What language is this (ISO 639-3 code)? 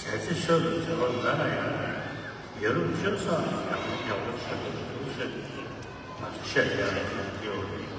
bod